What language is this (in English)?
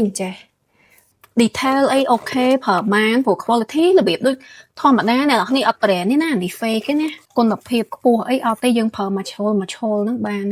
Khmer